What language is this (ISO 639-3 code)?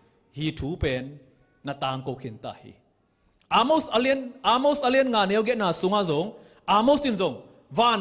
ctd